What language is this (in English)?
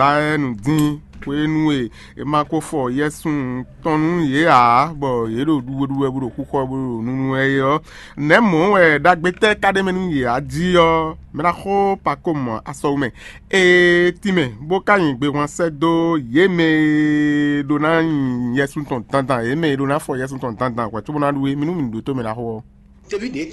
Fon